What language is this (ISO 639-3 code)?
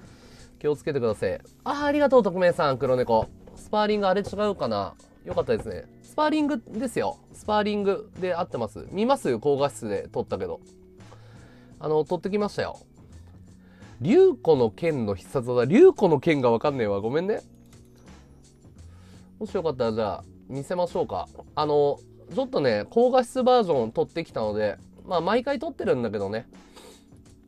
jpn